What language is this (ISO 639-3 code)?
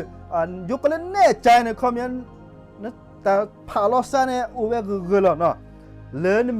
ksw